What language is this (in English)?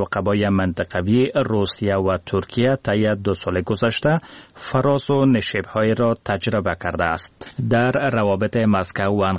Persian